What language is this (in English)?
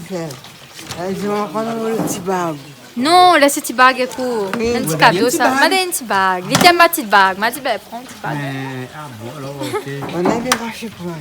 Réunion Creole French